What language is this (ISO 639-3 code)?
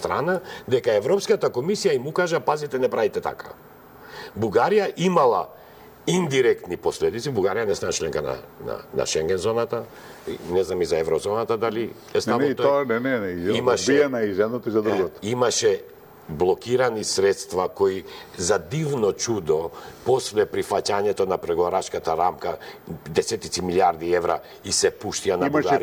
mkd